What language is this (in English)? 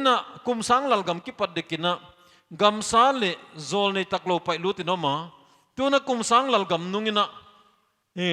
Paite Chin